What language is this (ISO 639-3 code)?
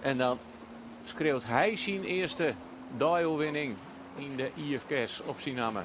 fry